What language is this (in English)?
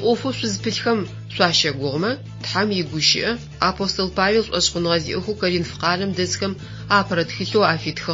Adyghe